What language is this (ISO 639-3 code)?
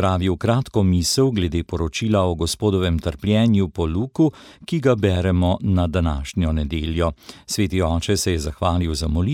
slv